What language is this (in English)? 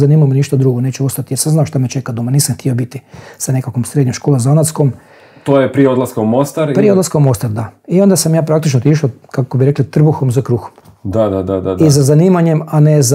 Croatian